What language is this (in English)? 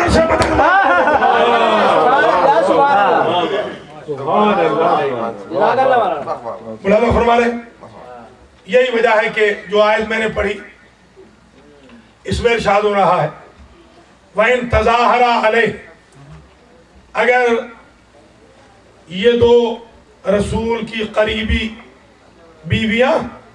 Urdu